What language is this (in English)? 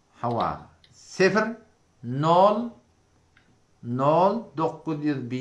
Turkmen